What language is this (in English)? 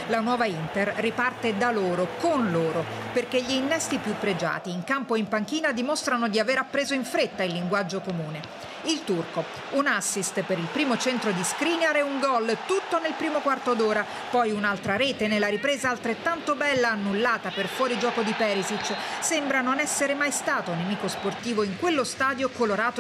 Italian